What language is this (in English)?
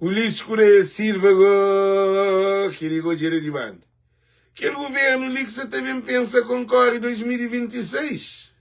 Kabuverdianu